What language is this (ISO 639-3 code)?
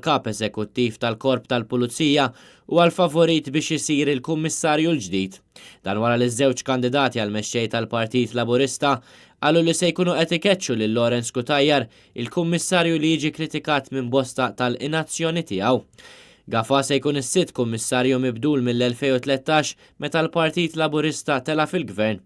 mlt